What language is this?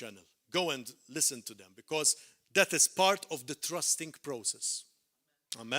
English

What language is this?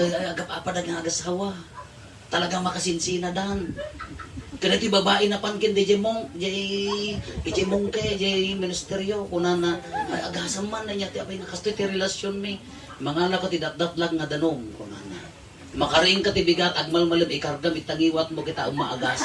Iloko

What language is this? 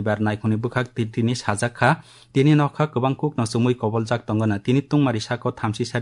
Kok Borok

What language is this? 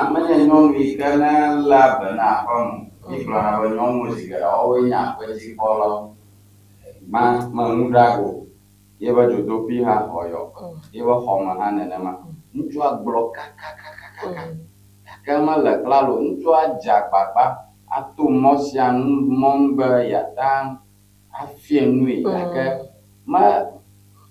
Ewe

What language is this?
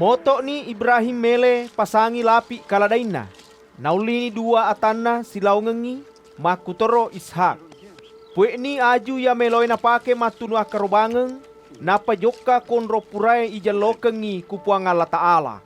Buginese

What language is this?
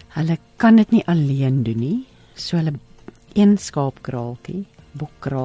Afrikaans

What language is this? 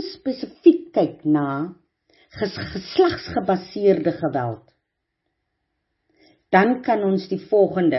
Afrikaans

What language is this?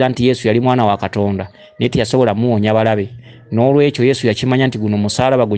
Ganda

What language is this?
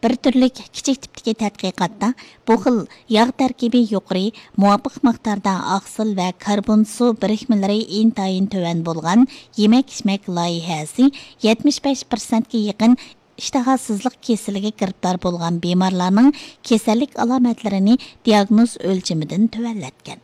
Uyghur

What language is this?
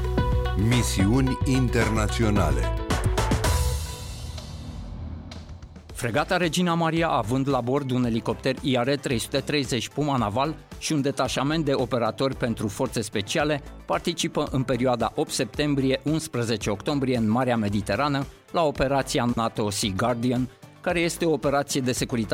Romanian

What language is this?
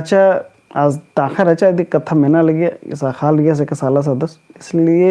Kurukh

